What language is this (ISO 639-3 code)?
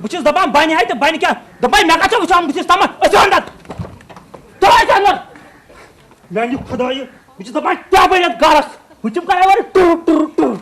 kas